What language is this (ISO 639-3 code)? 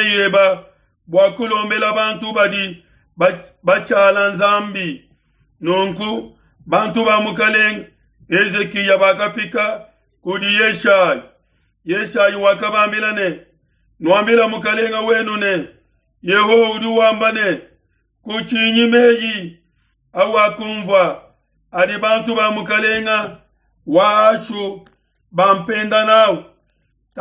lua